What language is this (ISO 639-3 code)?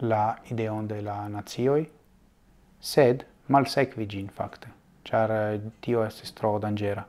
epo